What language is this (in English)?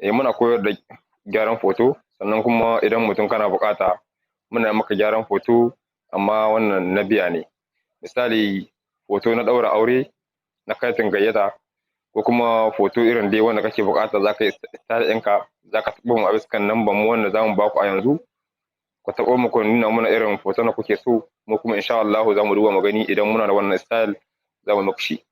Hausa